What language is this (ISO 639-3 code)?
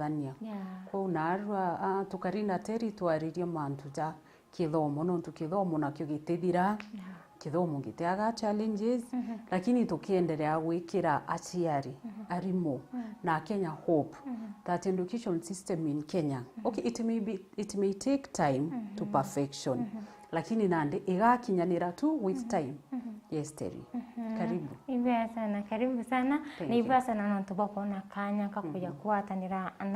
mer